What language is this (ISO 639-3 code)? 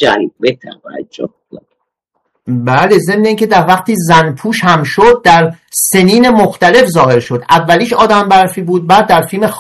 fas